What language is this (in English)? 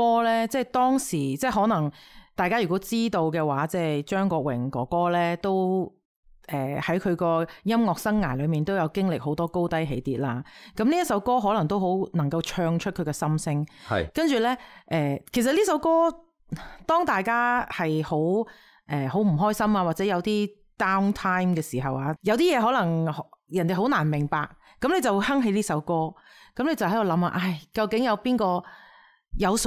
Cantonese